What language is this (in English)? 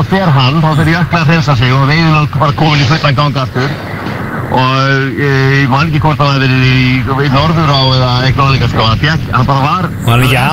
Icelandic